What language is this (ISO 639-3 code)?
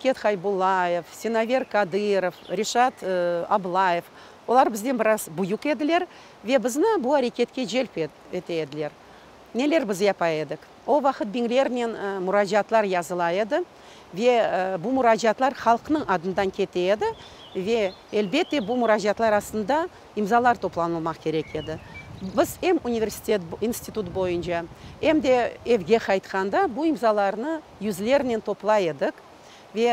crh